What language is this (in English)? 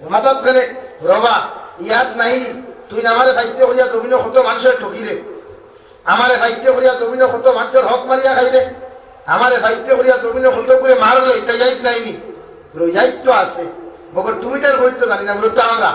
Sylheti